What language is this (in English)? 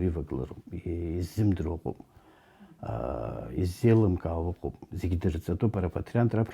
Abkhazian